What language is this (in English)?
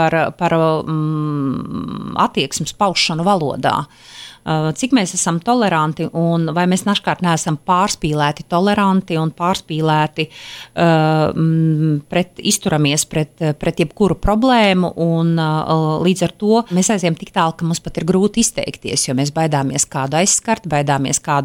Latvian